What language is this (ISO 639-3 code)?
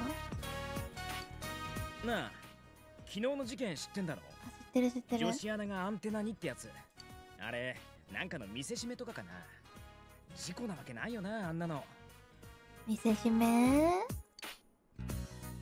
jpn